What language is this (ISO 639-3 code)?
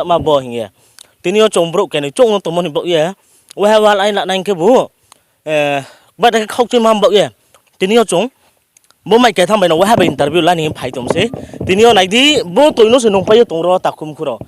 ria